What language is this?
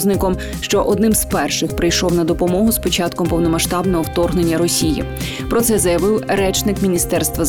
Ukrainian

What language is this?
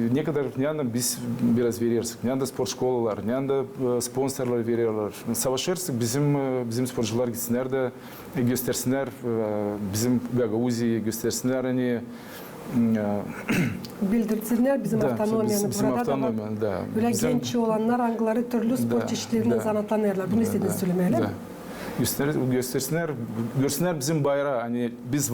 Gagauz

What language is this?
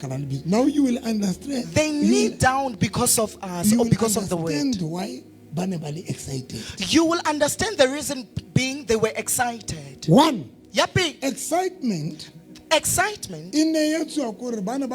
Southern Sotho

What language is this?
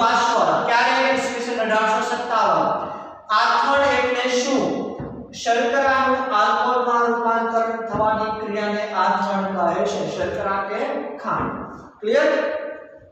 Gujarati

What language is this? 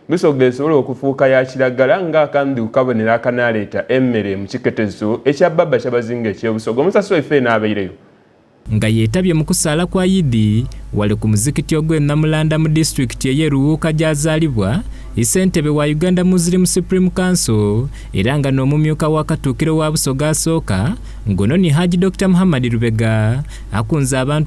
Soga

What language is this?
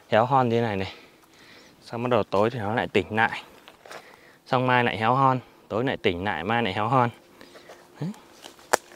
Vietnamese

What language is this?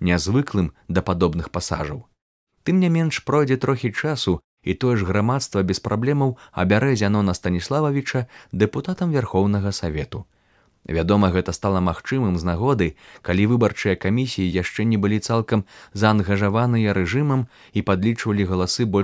Belarusian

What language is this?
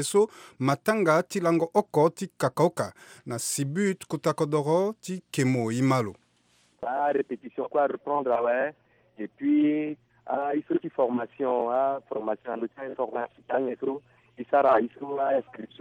Sango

